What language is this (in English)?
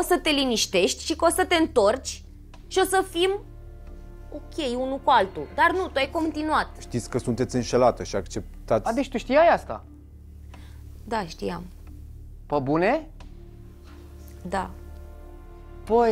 Romanian